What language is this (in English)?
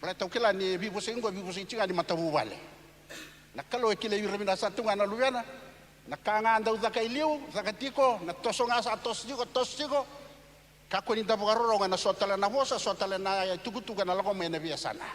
Fijian